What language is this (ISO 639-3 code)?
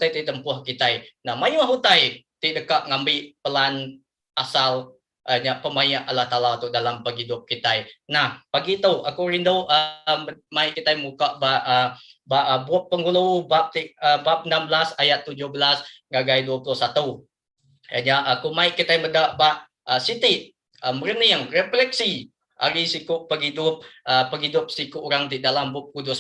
iba